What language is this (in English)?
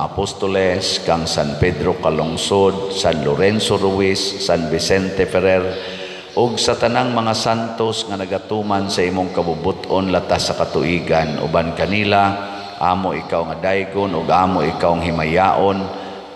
Cebuano